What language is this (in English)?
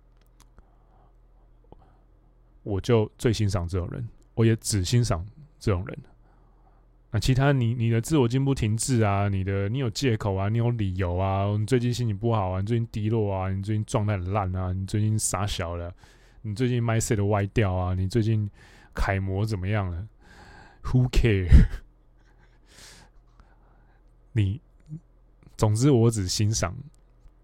Chinese